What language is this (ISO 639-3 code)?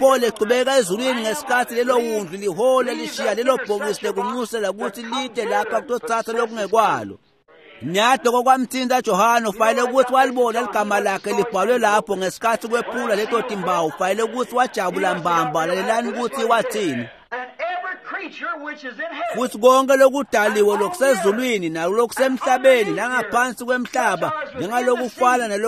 ssw